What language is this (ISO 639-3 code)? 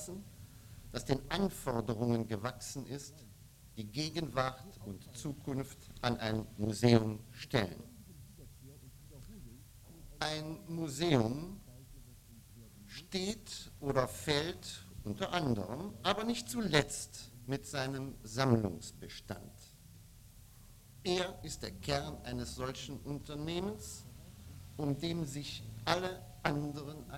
deu